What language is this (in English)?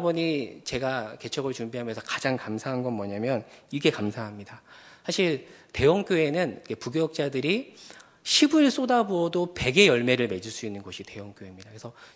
Korean